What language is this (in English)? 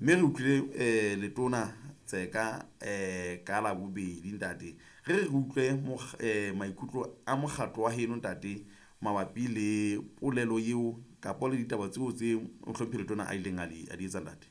Southern Sotho